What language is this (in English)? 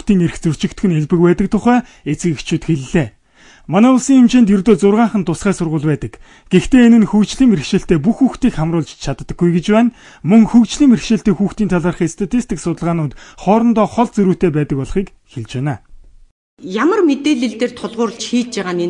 Mongolian